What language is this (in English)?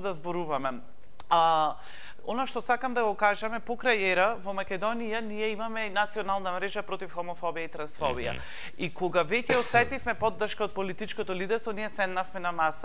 Macedonian